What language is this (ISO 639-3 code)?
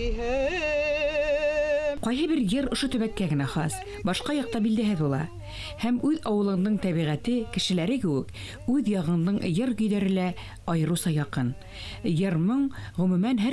bak